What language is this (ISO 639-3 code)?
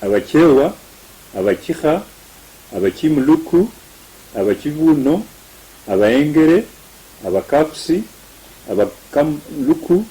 luy